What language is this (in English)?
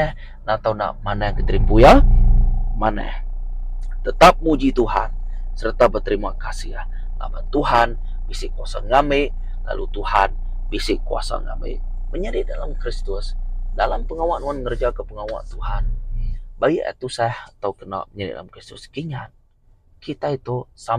Iban